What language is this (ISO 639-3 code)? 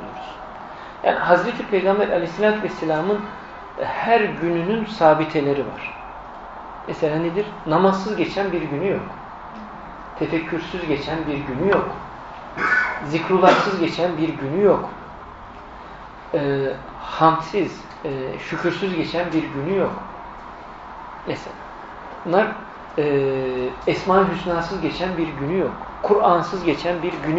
tur